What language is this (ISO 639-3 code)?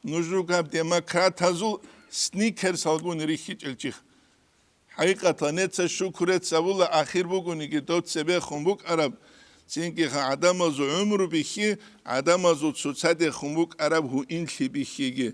ava